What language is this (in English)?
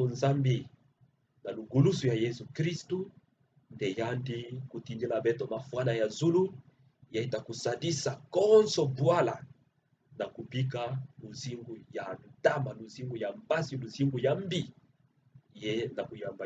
Kituba (Democratic Republic of Congo)